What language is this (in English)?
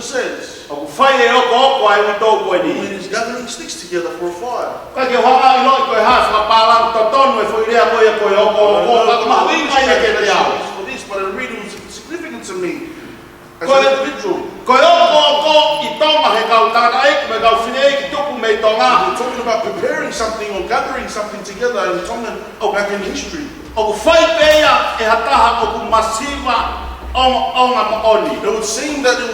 Tongan